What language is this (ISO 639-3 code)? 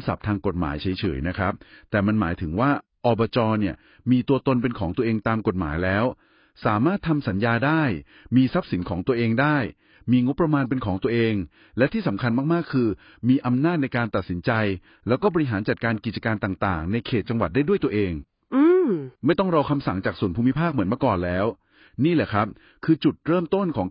tha